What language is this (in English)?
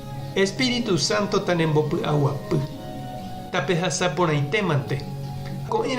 Guarani